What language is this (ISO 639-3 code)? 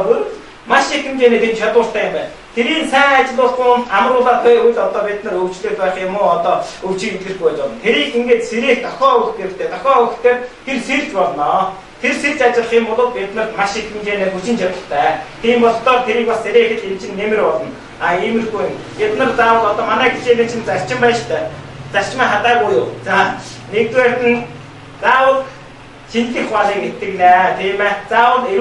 mon